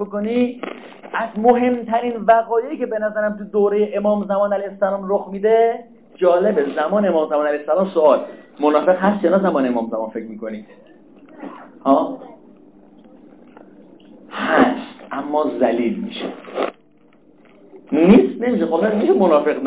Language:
Persian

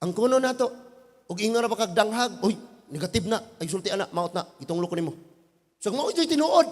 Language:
Cebuano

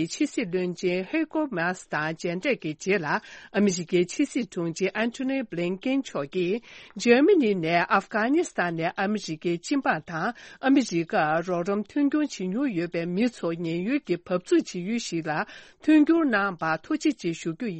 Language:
Tibetan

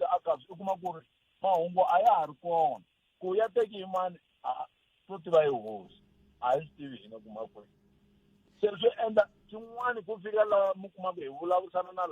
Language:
Tsonga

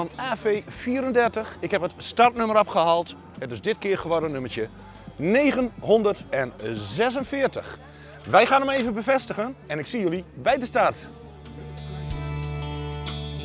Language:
Dutch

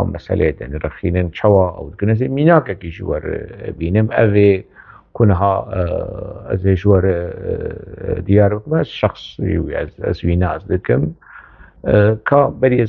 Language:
Kurdish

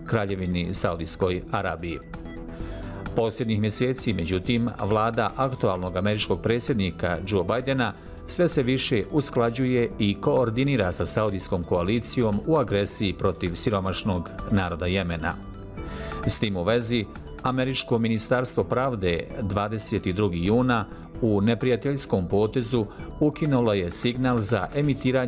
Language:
Bosnian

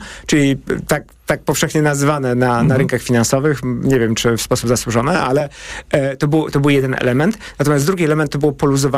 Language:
Polish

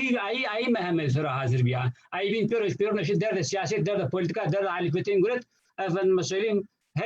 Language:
Zaza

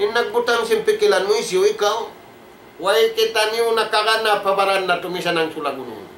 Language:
Tausug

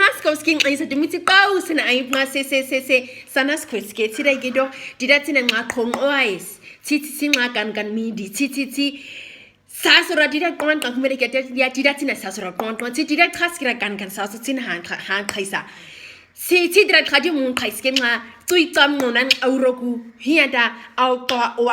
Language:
Nama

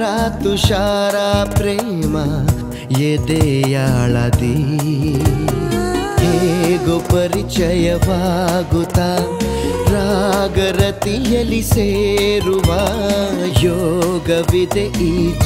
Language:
Kannada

